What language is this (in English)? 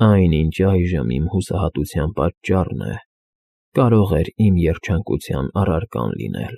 Armenian